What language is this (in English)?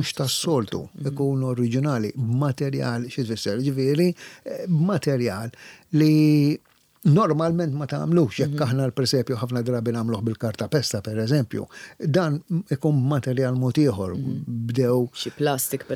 Maltese